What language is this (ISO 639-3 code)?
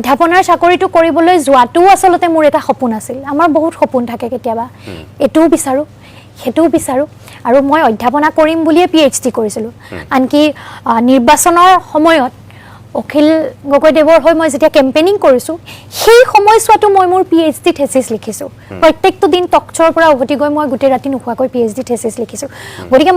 asm